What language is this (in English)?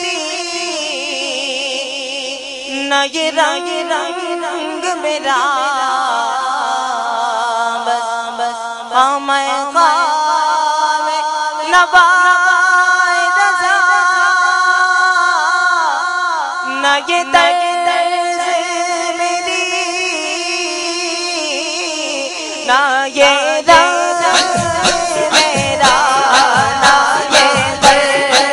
Urdu